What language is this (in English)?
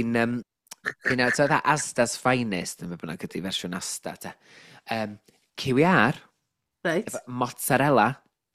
Welsh